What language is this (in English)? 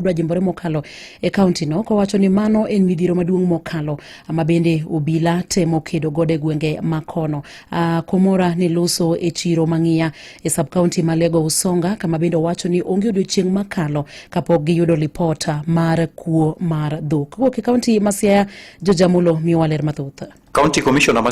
Luo (Kenya and Tanzania)